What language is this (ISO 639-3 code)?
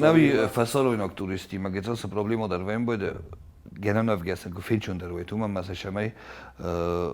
oss